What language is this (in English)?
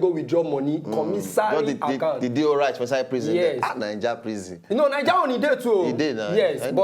Nigerian Pidgin